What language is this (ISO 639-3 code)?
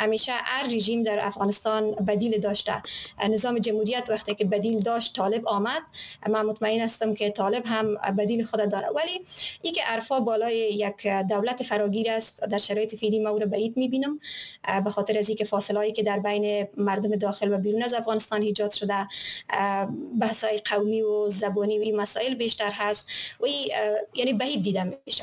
fas